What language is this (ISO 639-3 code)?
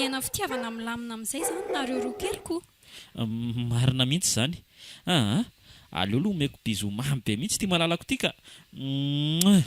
mlg